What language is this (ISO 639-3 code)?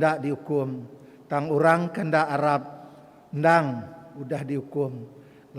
iba